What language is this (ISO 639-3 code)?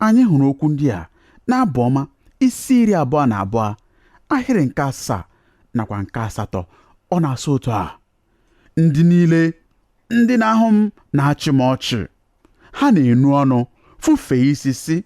ibo